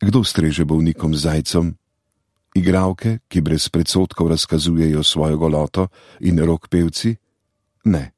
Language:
Slovenian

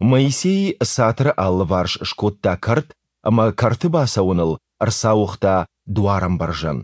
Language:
Ossetic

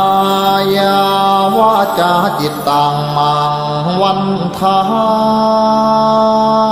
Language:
Pali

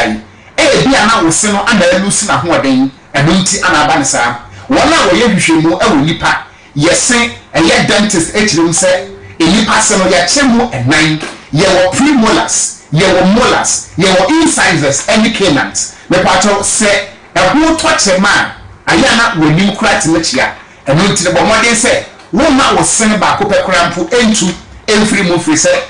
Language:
Akan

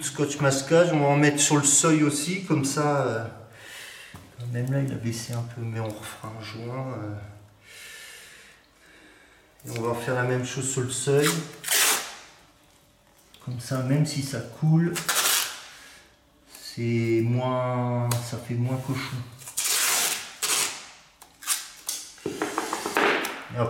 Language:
French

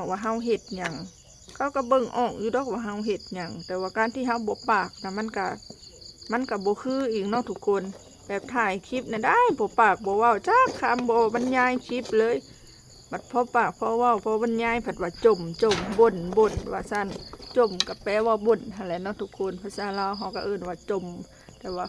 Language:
Lao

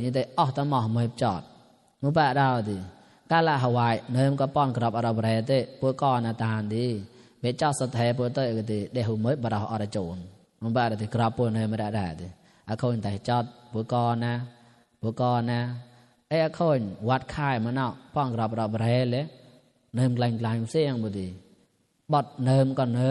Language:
Mon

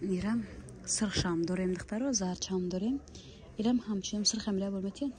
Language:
Tajik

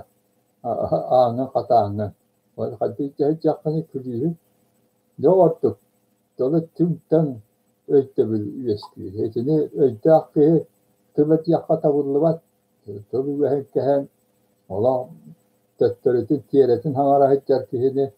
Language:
Yakut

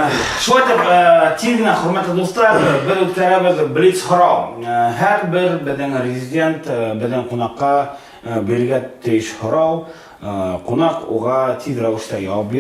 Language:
Bashkir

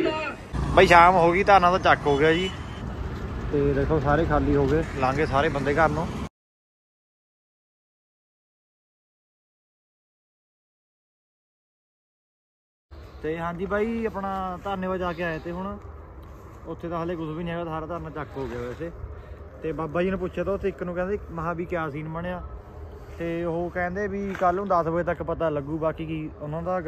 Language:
Punjabi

